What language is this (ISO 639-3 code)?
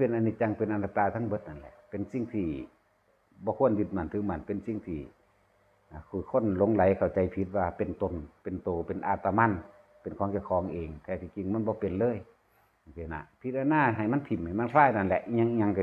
tts